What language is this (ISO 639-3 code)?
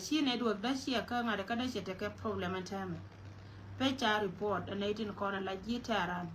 nus